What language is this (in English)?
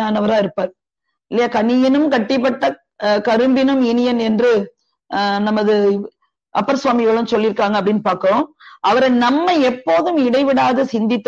Tamil